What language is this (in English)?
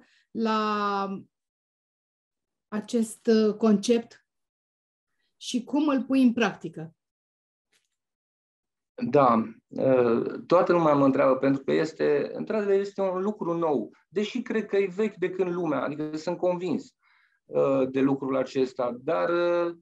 Romanian